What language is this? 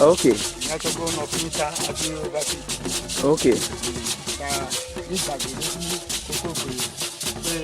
Ewe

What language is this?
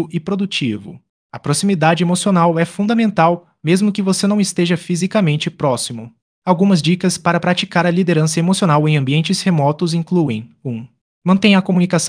Portuguese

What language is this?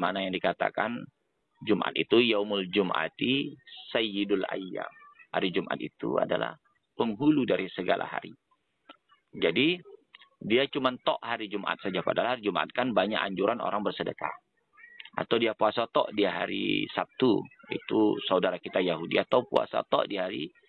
Indonesian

